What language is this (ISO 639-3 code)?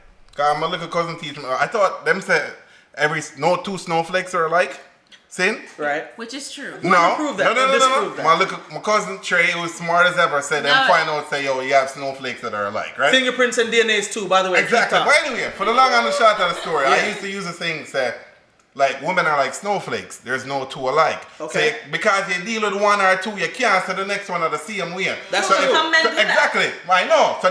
jam